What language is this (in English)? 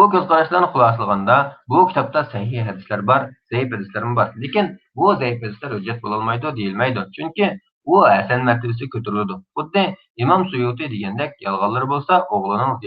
Uyghur